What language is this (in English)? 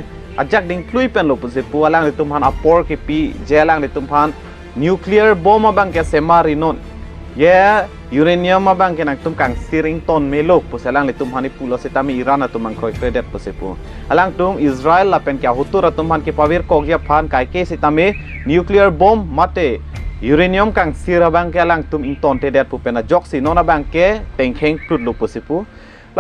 Karbi